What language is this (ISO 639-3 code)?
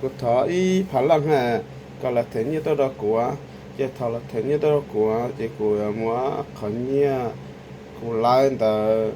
hmn